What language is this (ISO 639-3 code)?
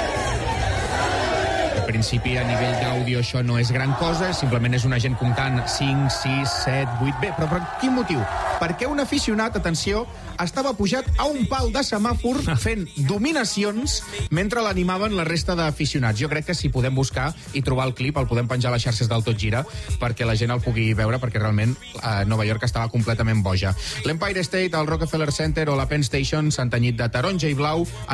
cat